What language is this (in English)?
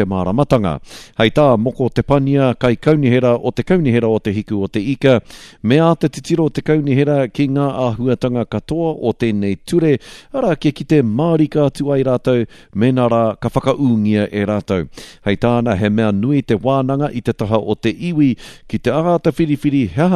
Māori